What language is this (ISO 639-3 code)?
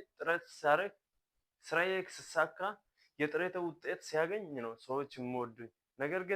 amh